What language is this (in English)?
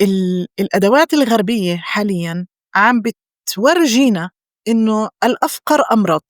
North Levantine Arabic